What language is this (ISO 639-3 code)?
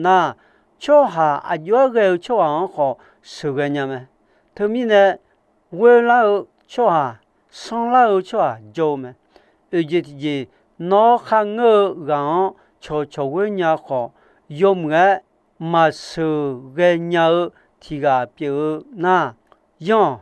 ahk